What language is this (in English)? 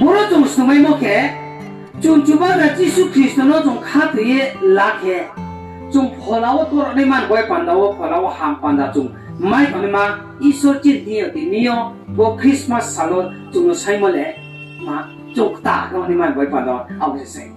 Riang (India)